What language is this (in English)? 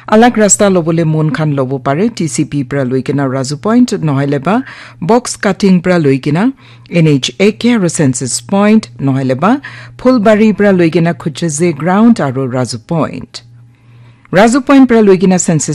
Naga Pidgin